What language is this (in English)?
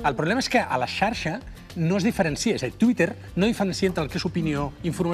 Catalan